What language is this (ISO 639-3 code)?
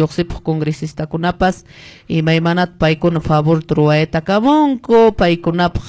que